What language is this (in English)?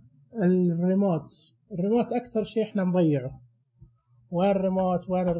Najdi Arabic